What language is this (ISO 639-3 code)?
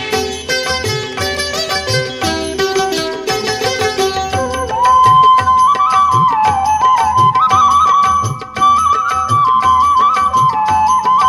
tel